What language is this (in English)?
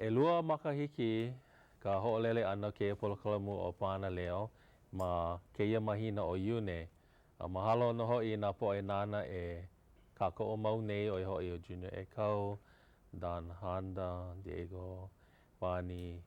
Hawaiian